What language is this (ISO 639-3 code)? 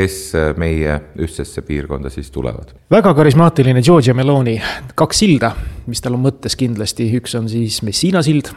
est